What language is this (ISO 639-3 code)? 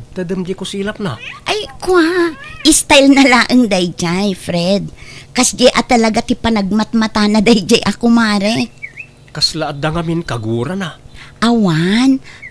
ilo